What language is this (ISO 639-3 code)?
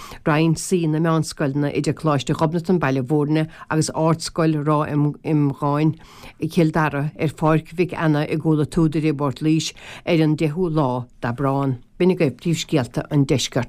gle